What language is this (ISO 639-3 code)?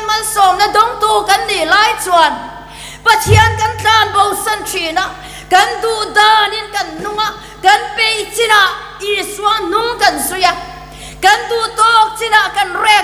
lus